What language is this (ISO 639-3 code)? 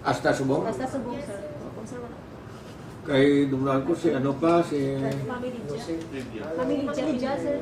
hil